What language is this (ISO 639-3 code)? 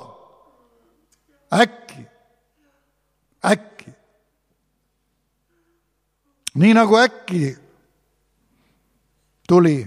est